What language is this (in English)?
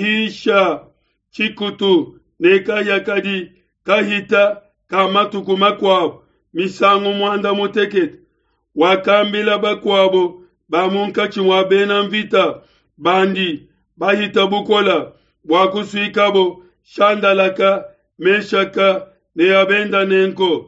Luba-Lulua